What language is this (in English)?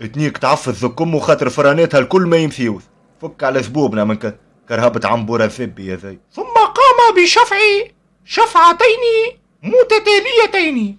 Tunisian Arabic